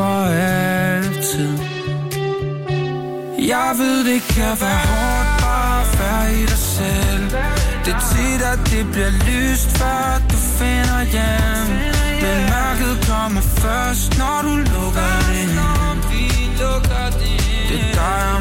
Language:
Danish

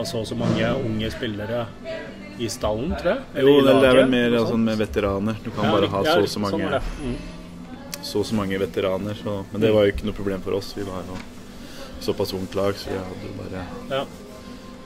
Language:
Norwegian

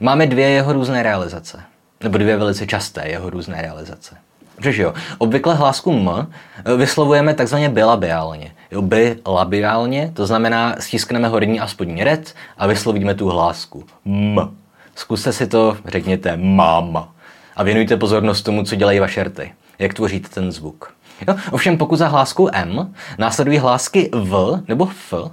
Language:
Czech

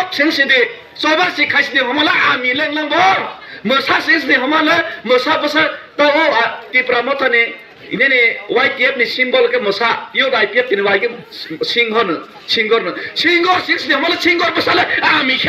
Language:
Kok Borok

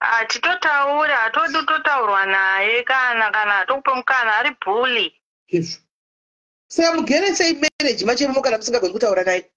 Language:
Shona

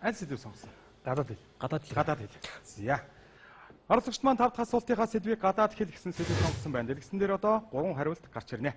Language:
Mongolian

